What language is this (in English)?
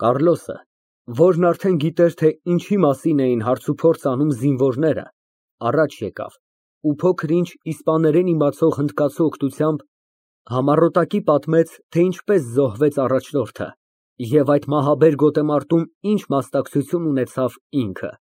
Armenian